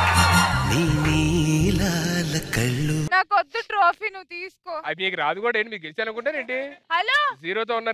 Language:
Telugu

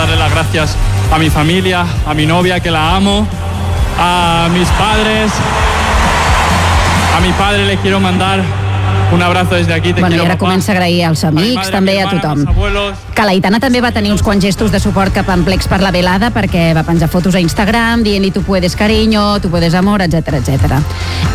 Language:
Catalan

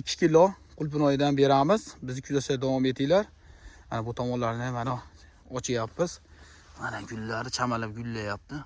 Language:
Uzbek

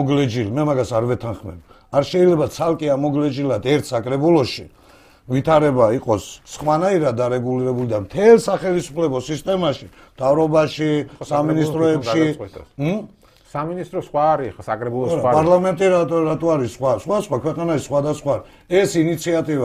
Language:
Georgian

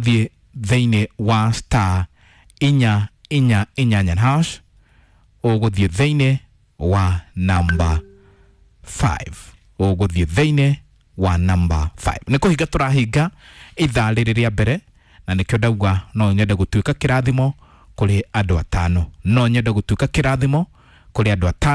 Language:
Kikuyu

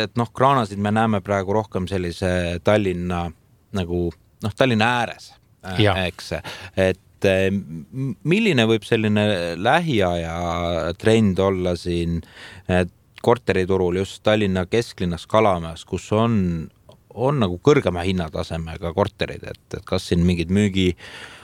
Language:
Estonian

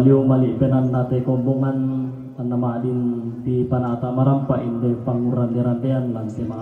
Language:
Toraja-Sa'dan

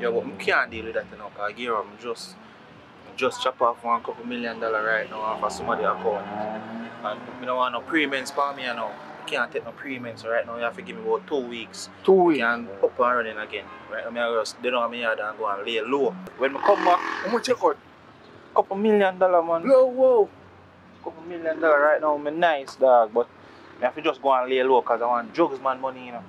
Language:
Jamaican Creole English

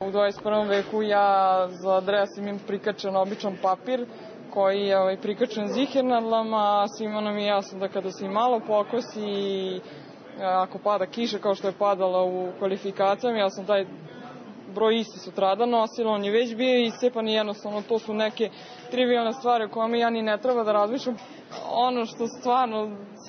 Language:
Serbian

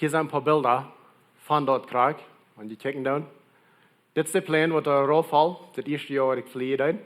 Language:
Plautdietsch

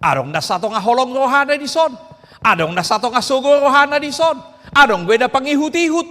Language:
Batak Toba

